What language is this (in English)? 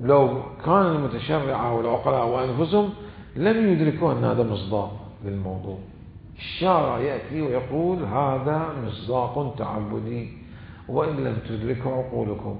Mesopotamian Arabic